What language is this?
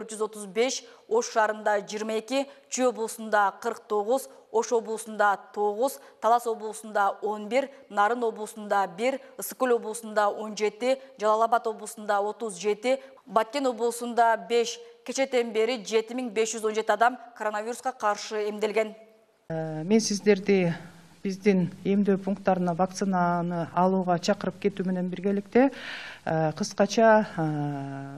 Kyrgyz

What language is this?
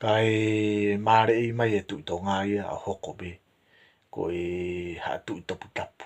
Tongan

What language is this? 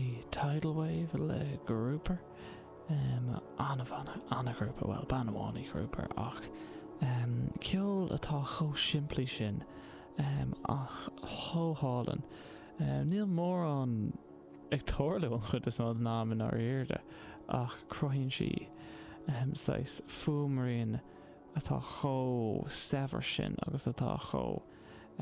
Irish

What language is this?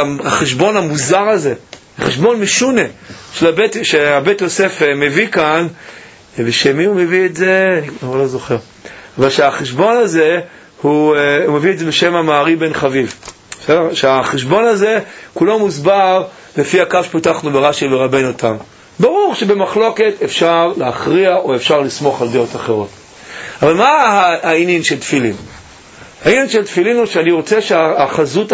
Hebrew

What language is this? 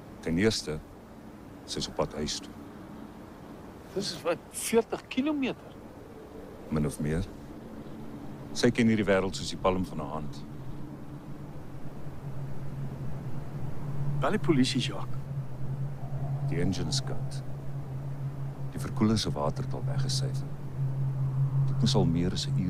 Afrikaans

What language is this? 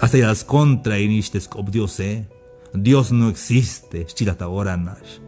Tzeltal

